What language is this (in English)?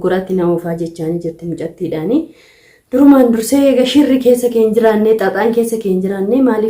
Oromo